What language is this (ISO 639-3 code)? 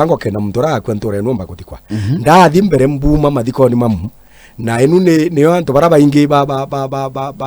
mer